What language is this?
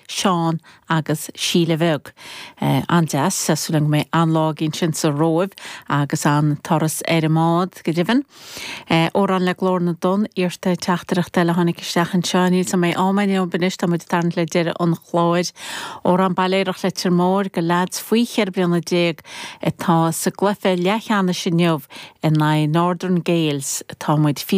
Irish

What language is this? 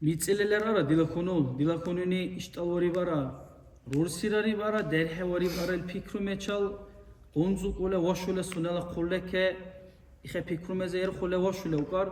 Dargwa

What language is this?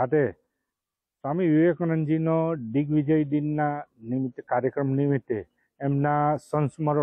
Gujarati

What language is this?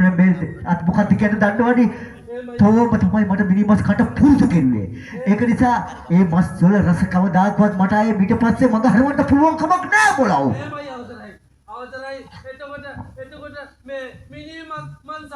Sinhala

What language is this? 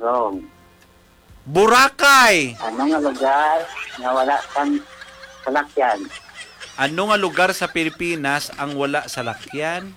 Hiligaynon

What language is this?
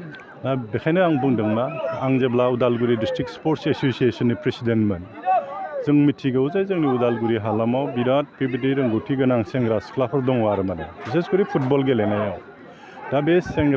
Bodo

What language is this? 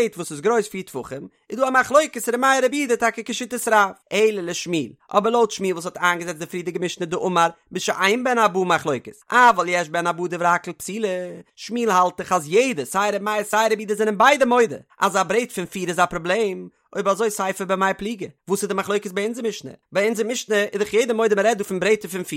Yiddish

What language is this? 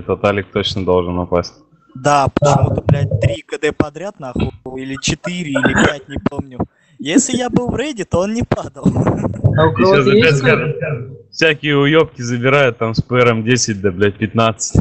Russian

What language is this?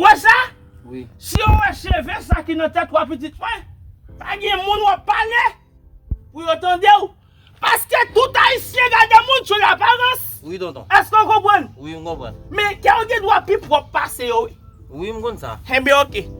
Haitian Creole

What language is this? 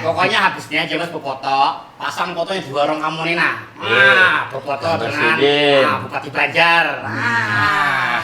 Banjar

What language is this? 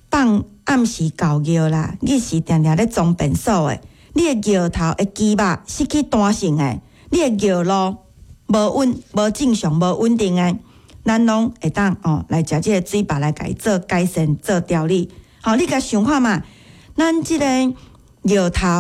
Min Nan Chinese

